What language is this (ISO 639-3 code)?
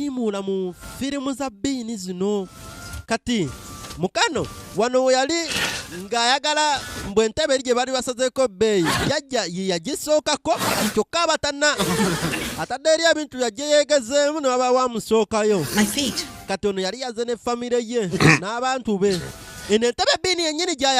lug